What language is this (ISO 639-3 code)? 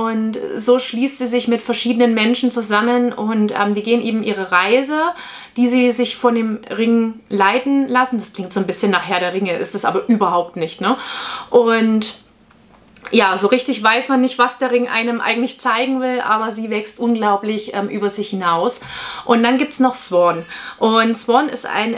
deu